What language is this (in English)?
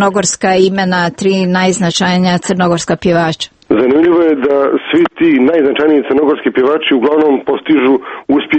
Serbian